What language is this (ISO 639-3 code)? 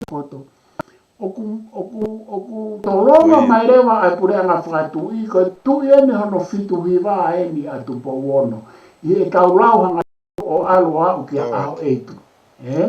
ton